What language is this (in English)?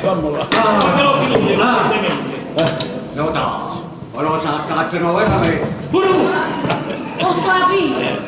Neapolitan